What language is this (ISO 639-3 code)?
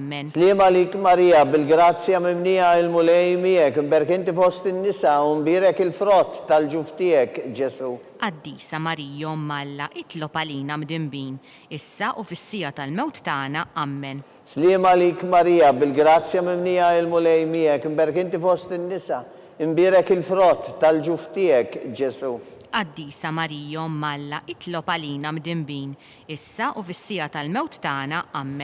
mlt